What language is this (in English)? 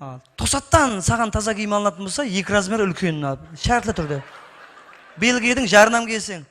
Kara-Kalpak